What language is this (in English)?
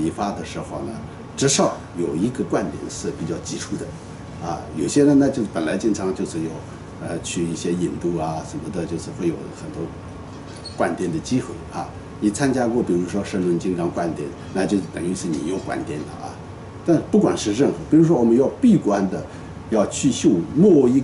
Chinese